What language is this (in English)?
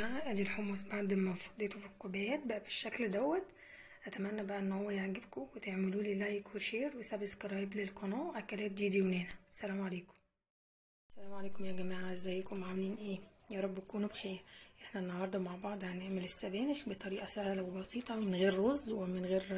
Egyptian Arabic